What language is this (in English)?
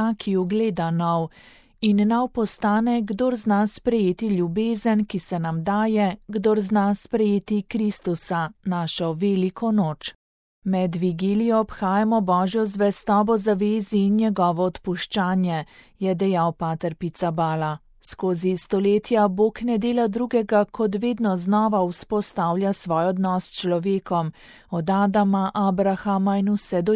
Slovenian